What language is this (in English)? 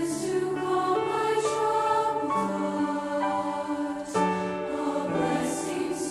Tongan